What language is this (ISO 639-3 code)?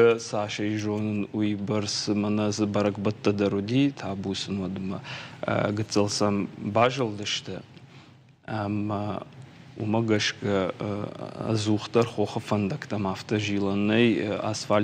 oss